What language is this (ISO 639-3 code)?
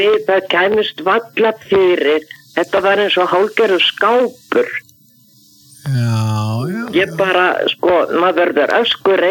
isl